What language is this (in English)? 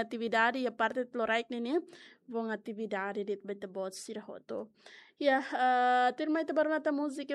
Tetum